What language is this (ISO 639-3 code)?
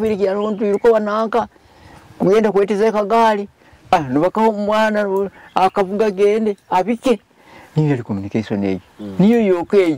nyo